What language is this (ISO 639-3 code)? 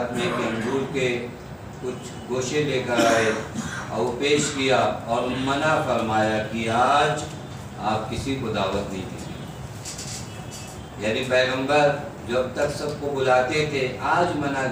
urd